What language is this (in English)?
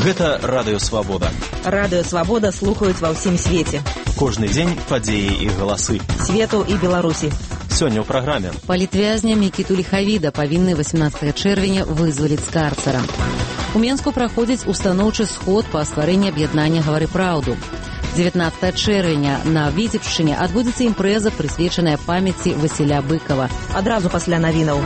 Belarusian